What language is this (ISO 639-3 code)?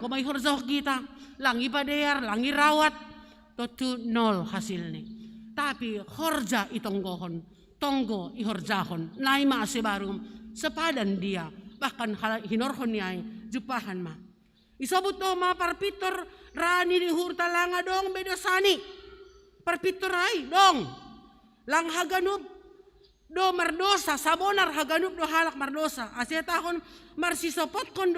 bts